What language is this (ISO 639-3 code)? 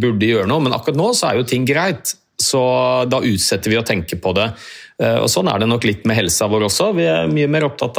nor